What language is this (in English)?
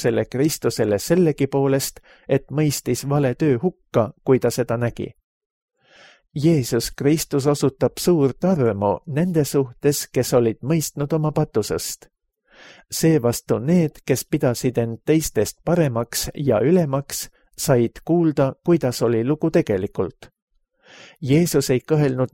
Estonian